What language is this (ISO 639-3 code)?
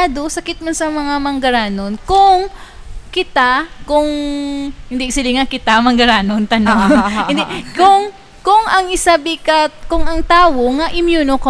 hil